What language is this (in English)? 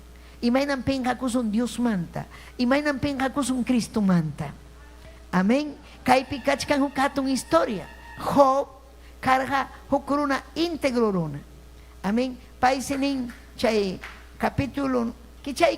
Ayacucho Quechua